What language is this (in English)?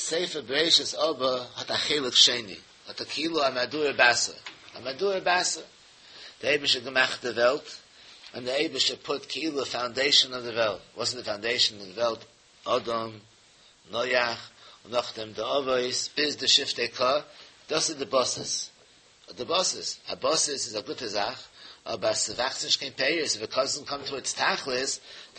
Yiddish